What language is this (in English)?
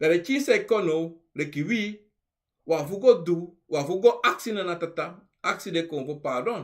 Sranan Tongo